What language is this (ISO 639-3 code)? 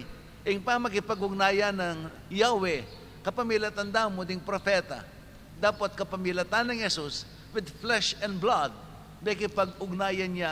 pam